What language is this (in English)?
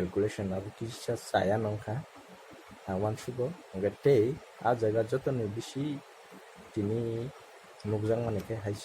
Kok Borok